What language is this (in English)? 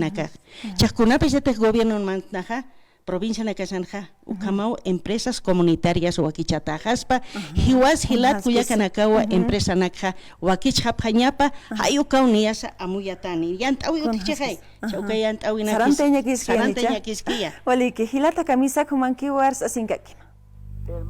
Aymara